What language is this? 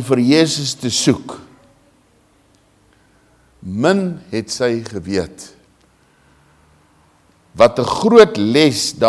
Afrikaans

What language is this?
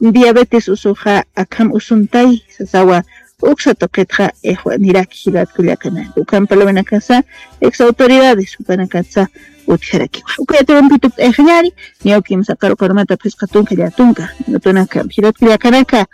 Aymara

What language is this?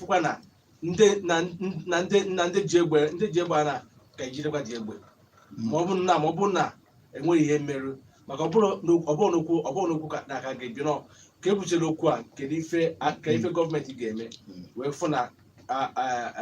Igbo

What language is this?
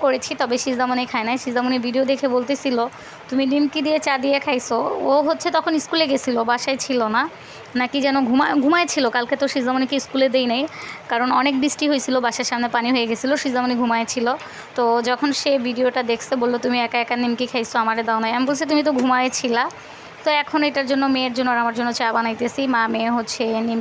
Bangla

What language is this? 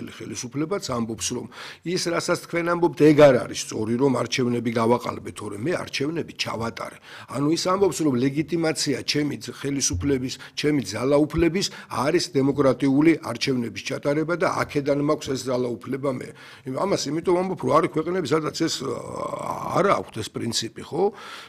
Georgian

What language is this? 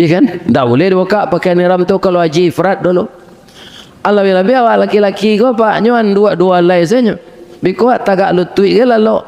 Minangkabau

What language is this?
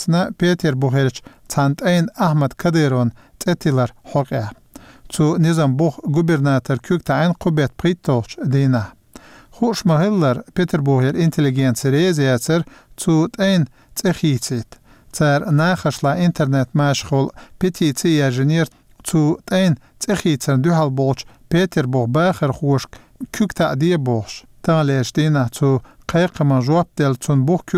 Chechen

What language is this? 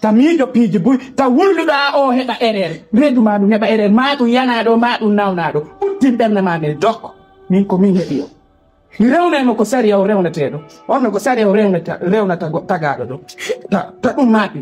Pular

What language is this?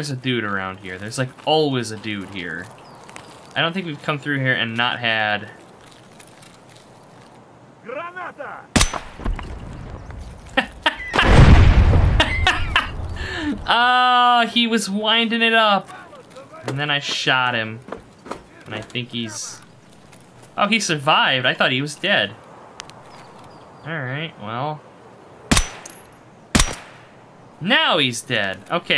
English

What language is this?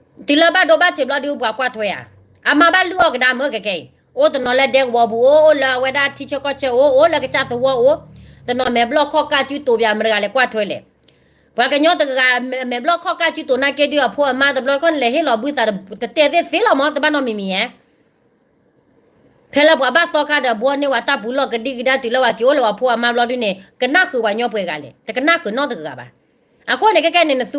S'gaw Karen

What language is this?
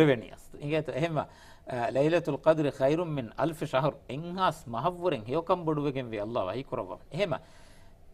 Divehi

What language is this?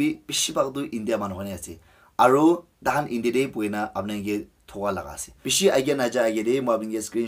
Naga Pidgin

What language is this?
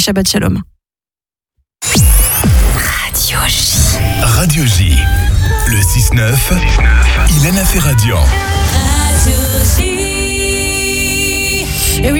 French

